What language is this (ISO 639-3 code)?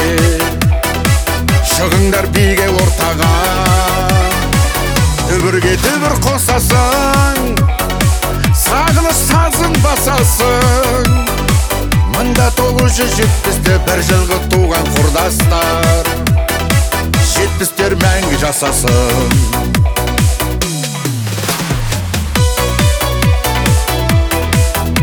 kaz